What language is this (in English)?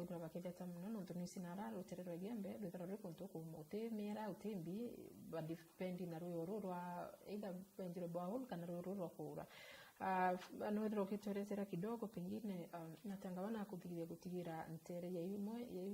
Meru